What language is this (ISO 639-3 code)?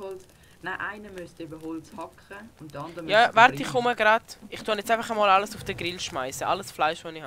gsw